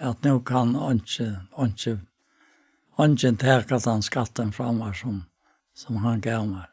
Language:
Faroese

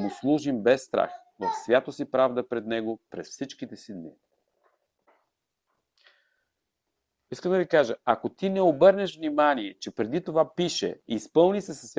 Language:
Bulgarian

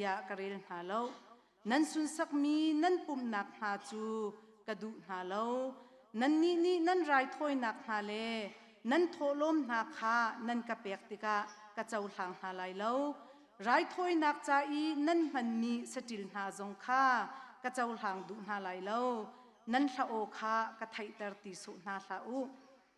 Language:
Hakha Chin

